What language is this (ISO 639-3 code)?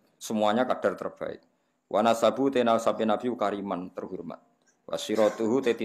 jav